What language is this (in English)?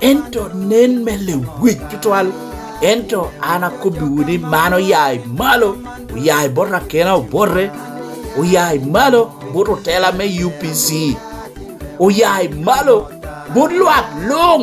Lango (Uganda)